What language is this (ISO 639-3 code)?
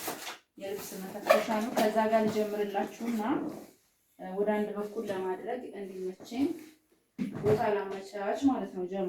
amh